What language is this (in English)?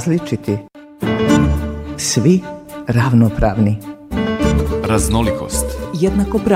Serbian